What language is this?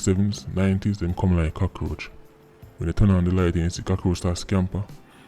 Jamaican Creole English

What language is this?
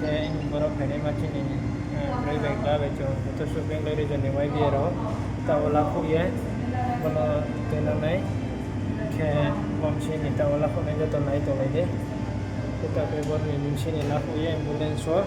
Riang (India)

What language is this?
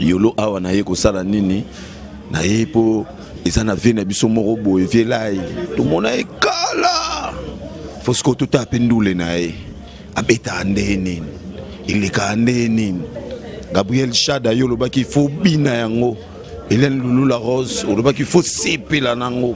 Lingala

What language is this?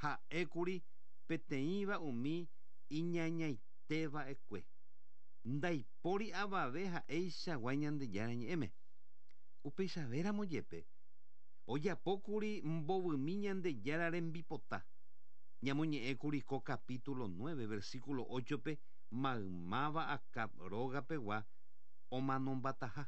Guarani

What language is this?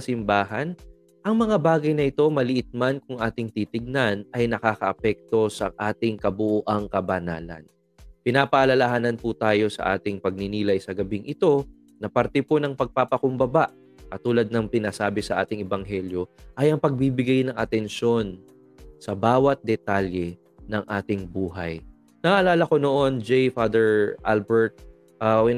Filipino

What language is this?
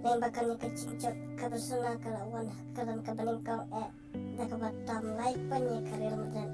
Khasi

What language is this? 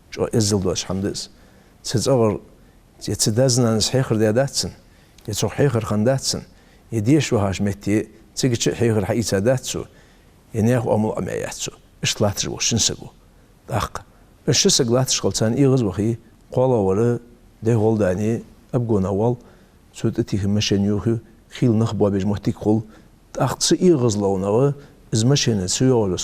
Ingush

